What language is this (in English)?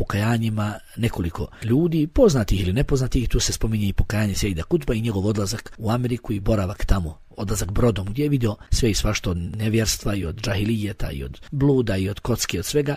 Bosnian